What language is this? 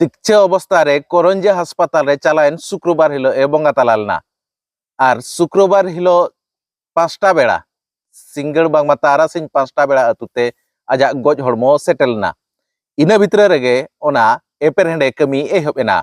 Santali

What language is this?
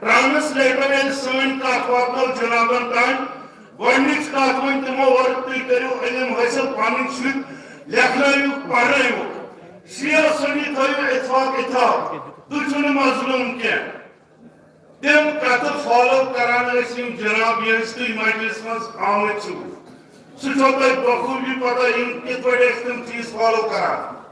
Kashmiri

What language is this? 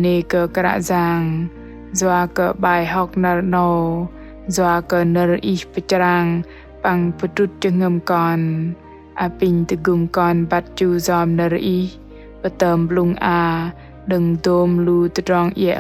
Bahnar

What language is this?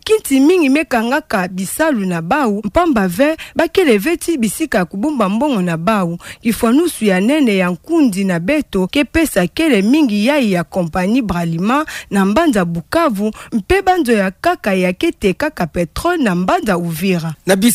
Kituba (Democratic Republic of Congo)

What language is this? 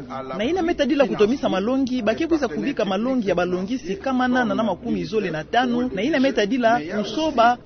Kituba (Democratic Republic of Congo)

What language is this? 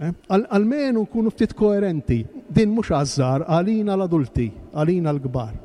Maltese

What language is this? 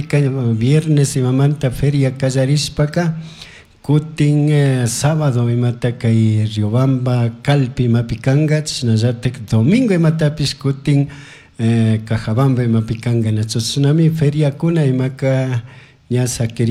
Chimborazo Highland Quichua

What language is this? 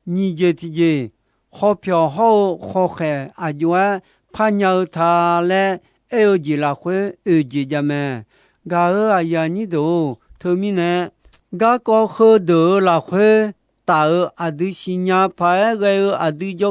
Akha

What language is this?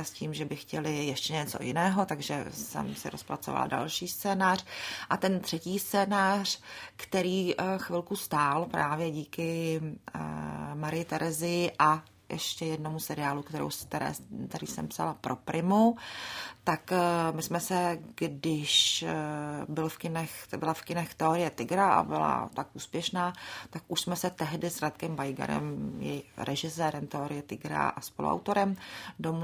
Czech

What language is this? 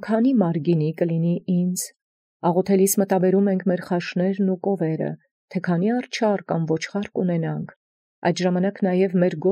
Armenian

